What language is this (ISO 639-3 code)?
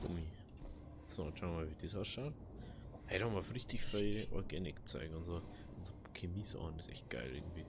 bar